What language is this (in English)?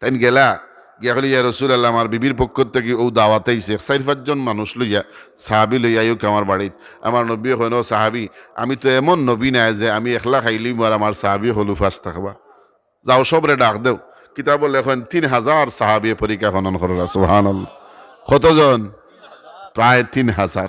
Sylheti